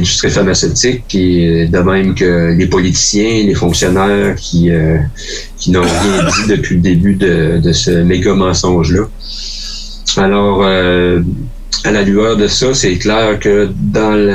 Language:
French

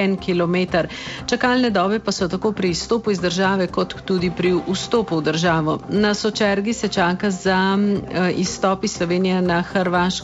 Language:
Slovenian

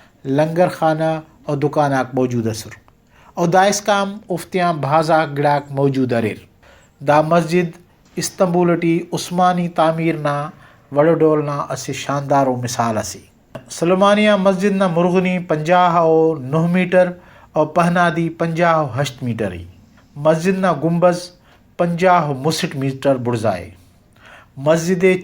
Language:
Brahui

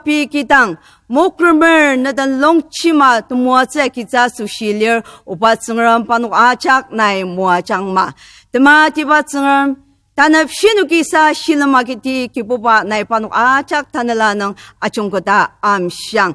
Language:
Ao Naga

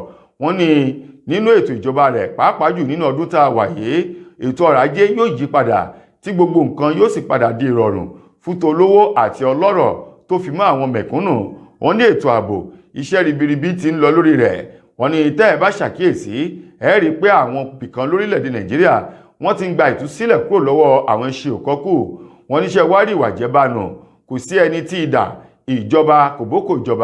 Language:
Yoruba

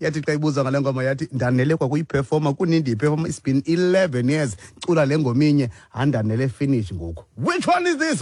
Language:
Xhosa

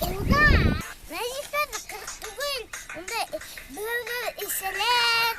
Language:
Bashkir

